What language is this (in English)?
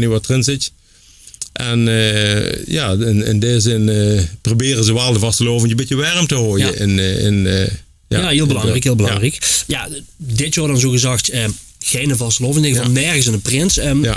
Limburgish